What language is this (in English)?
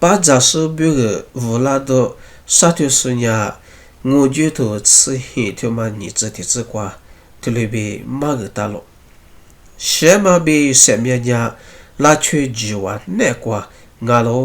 Lisu